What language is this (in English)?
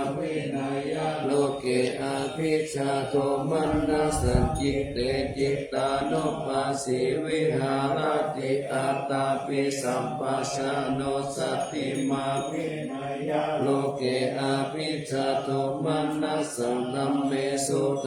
Pali